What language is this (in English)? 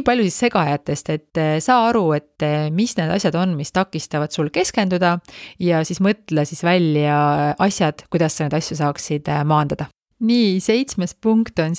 Estonian